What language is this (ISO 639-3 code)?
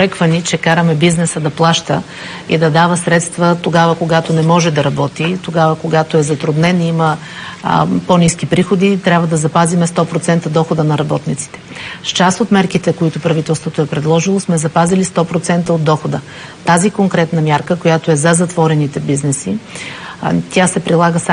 bul